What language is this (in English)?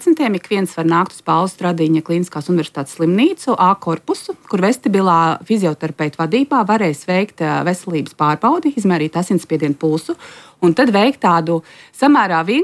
Latvian